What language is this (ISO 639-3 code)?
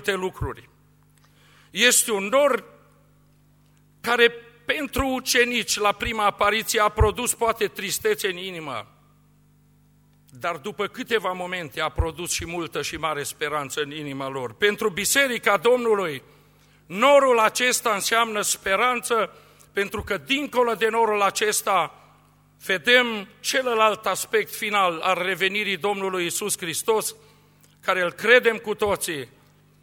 ron